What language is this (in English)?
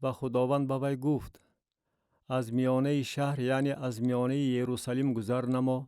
Tajik